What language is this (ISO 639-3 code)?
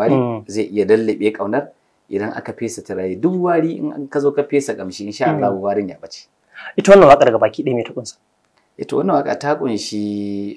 hau